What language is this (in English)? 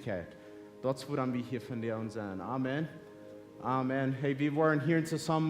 Plautdietsch